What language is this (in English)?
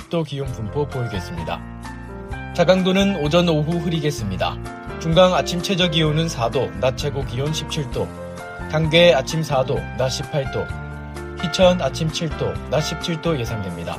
Korean